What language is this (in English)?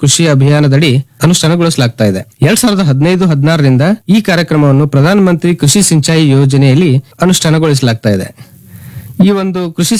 Kannada